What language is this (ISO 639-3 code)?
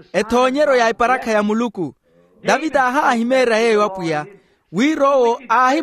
vmw